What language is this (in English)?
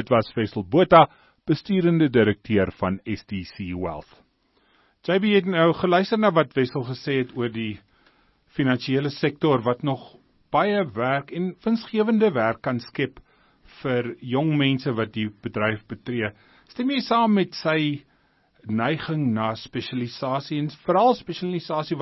Afrikaans